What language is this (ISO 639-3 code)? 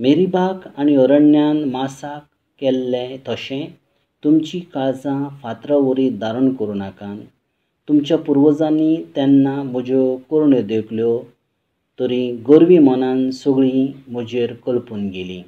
kok